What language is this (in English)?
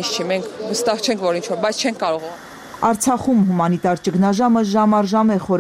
Armenian